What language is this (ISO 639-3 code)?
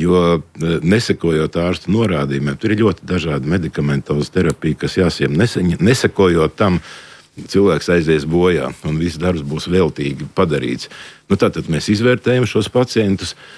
lav